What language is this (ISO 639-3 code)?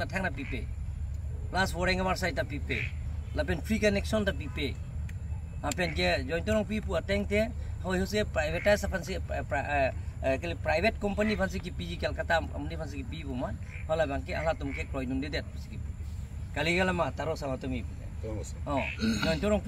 mjw